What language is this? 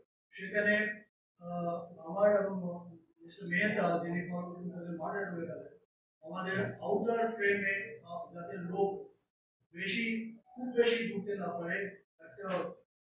Bangla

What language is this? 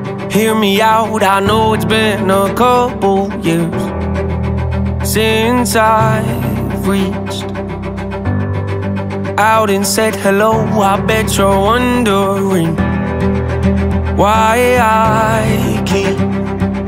English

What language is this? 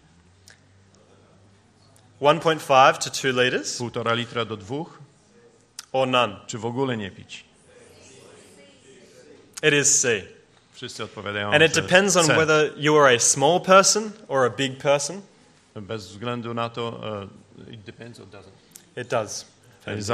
Polish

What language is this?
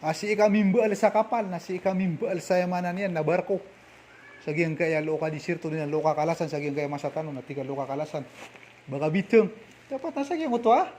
Maranao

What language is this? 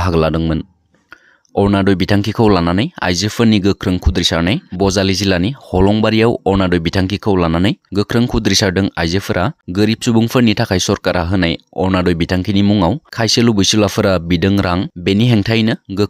Bodo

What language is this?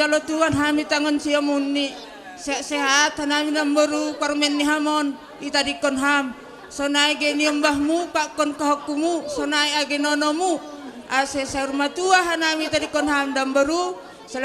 Batak Simalungun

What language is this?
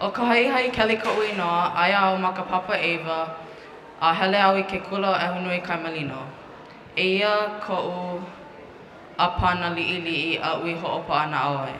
Hawaiian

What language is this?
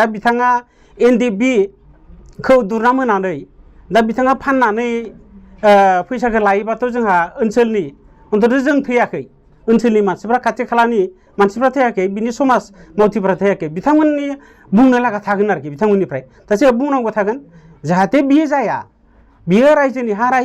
Bodo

